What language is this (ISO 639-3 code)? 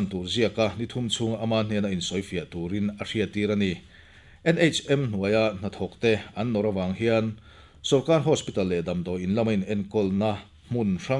lus